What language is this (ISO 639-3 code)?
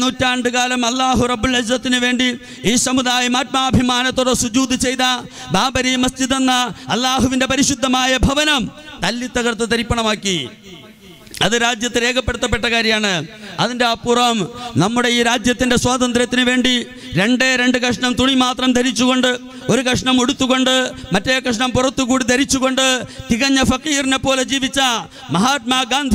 mal